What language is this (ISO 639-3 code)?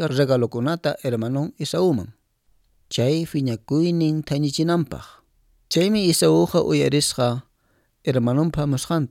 que